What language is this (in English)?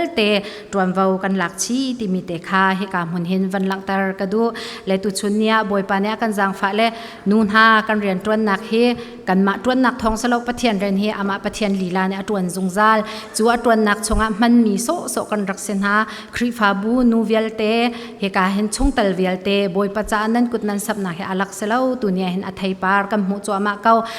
Falam Chin